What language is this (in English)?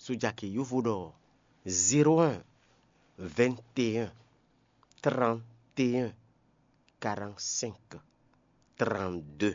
Fon